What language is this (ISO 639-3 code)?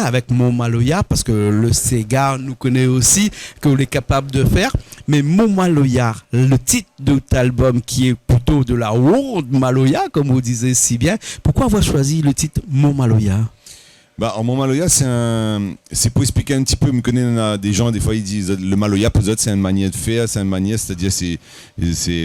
rcf